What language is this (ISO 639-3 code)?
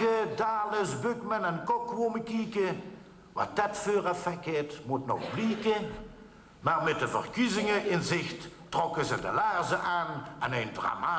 lim